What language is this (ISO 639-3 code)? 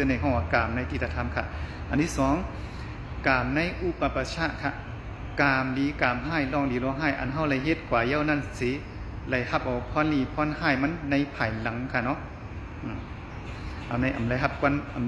shn